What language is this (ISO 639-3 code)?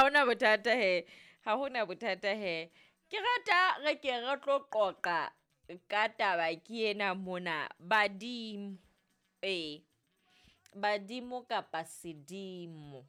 sot